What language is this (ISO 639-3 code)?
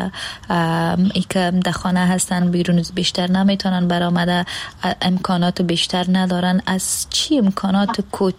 fas